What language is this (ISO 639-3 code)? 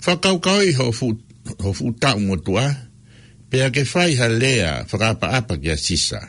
ton